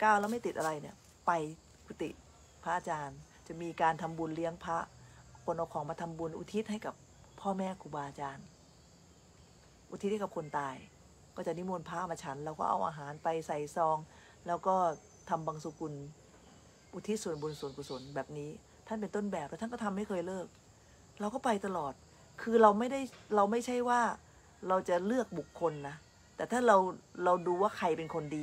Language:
Thai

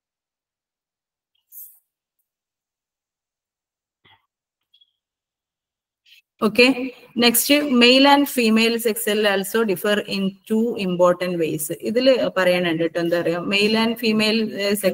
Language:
Malayalam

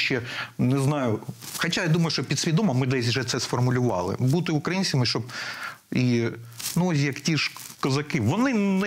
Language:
Ukrainian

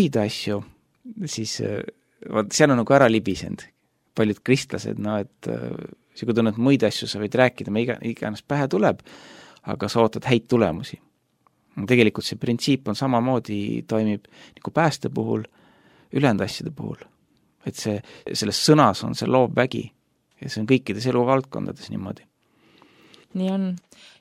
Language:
Estonian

